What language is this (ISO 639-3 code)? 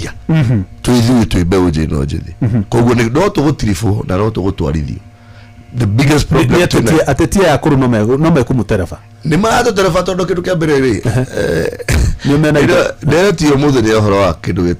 kik